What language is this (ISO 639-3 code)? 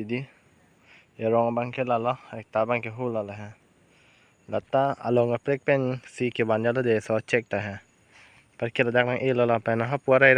mjw